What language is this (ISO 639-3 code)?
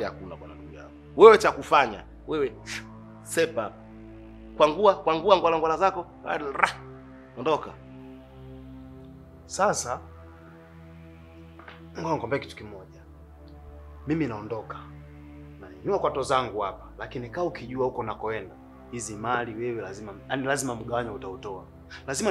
swa